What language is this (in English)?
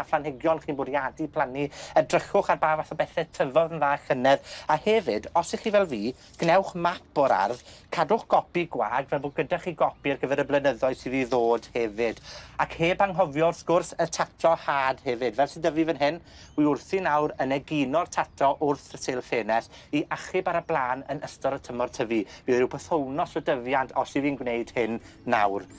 Welsh